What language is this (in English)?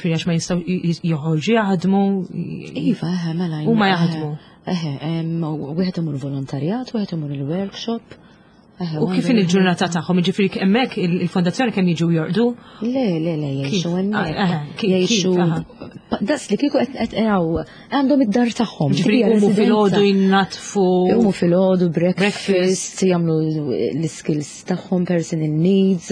Maltese